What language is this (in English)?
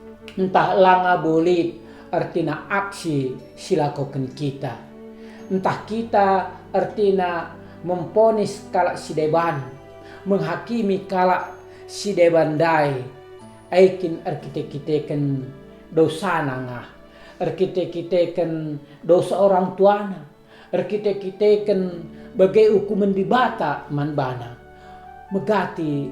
Batak Karo